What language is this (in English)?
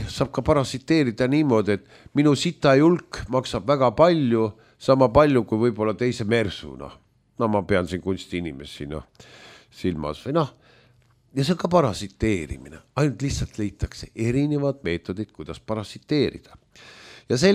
Estonian